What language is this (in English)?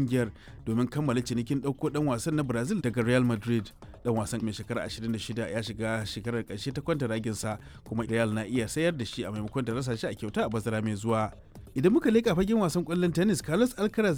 Hausa